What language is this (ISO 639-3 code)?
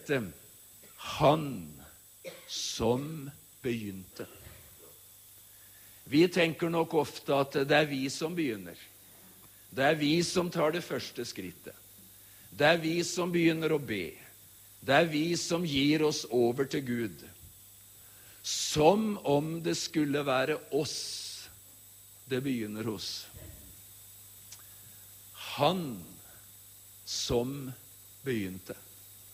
nor